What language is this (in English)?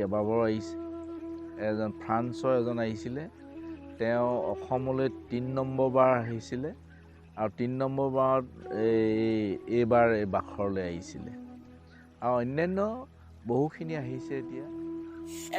Assamese